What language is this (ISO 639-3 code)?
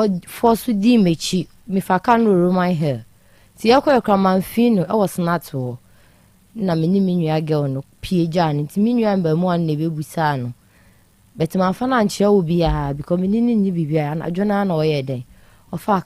aka